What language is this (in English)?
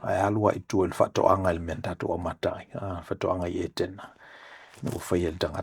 Samoan